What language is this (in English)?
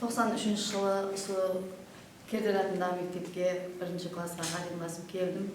Kara-Kalpak